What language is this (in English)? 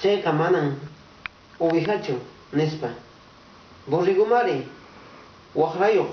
Quechua